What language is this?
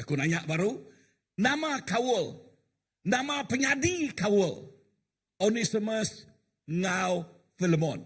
Iban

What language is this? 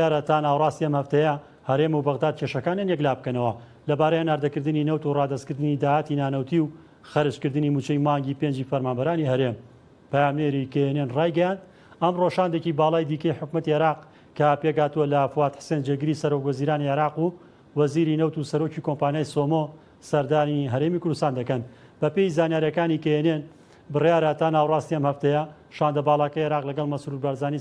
Central Kurdish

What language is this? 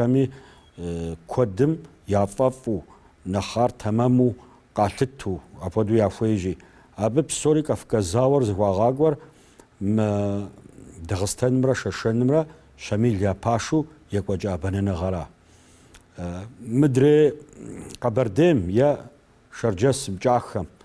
Kabardian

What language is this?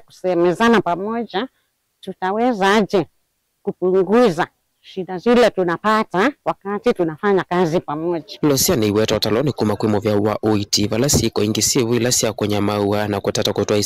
Kamba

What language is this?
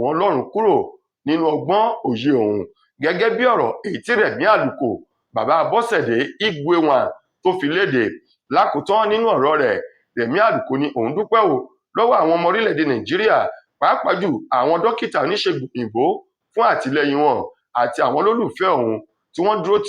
Yoruba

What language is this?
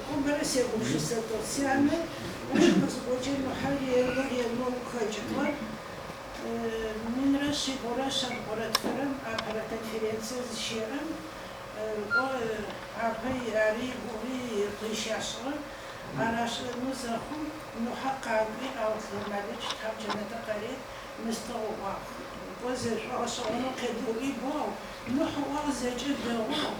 Adyghe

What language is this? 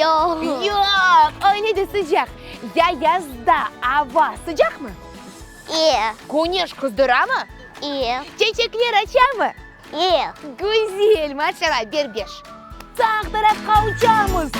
Crimean Tatar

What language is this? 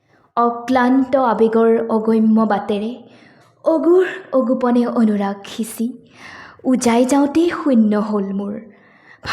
Assamese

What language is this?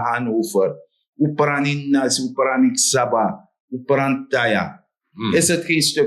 Sranan Tongo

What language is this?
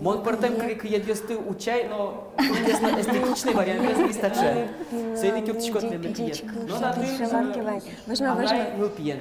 Udmurt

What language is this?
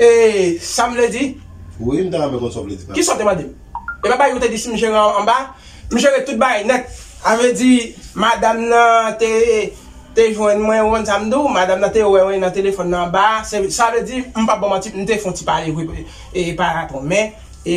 Haitian Creole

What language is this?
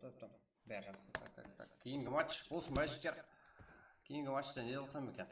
Kara-Kalpak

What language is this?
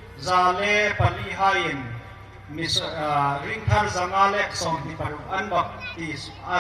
Hmar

